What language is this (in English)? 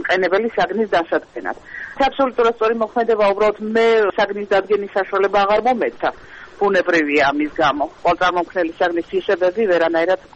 Georgian